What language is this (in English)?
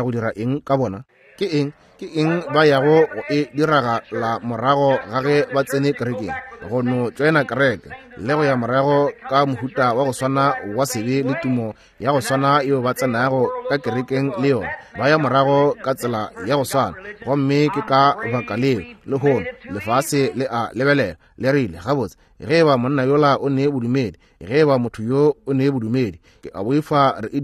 Northern Sotho